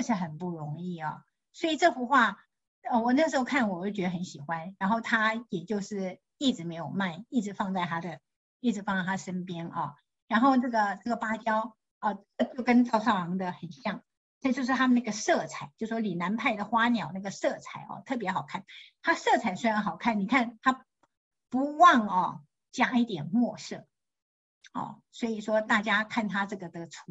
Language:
Chinese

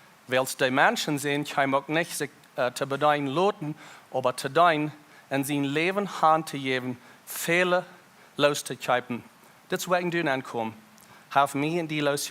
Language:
Plautdietsch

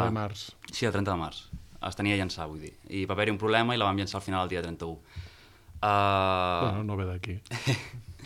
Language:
Catalan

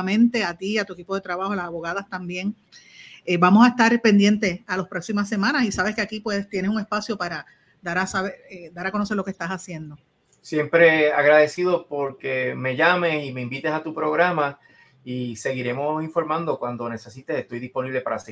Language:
Spanish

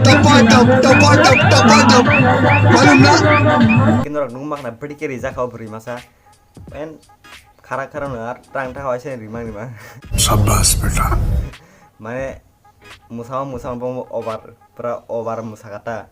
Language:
Kok Borok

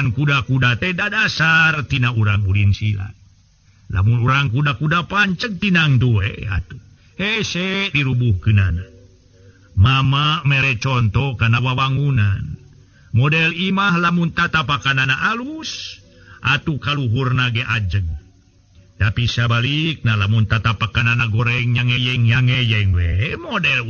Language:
Sundanese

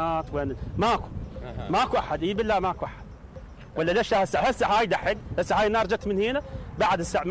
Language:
Mesopotamian Arabic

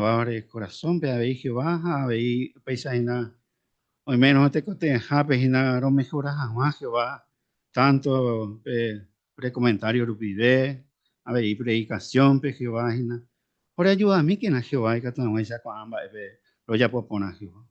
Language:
Guarani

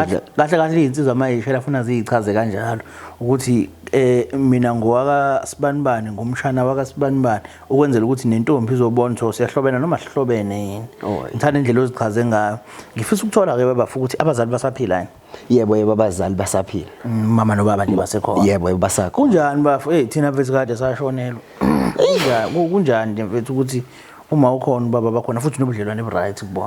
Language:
Zulu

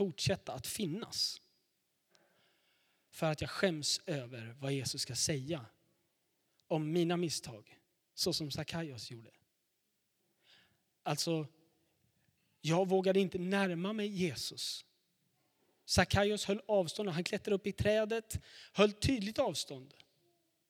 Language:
Swedish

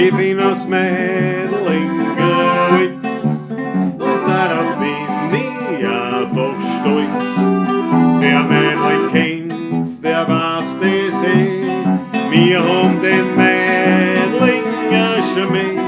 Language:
Bavarian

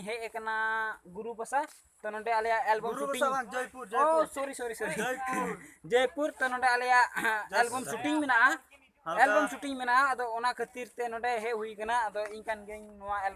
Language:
Santali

